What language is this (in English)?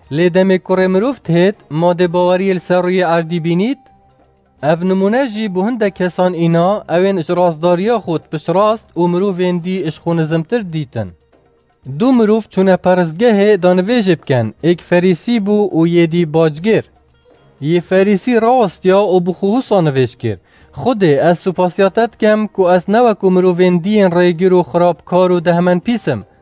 Kurdish